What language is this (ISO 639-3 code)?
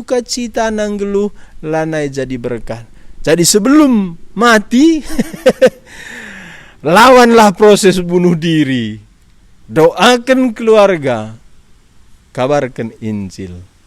btx